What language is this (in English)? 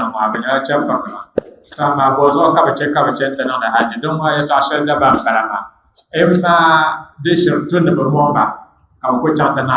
Dagbani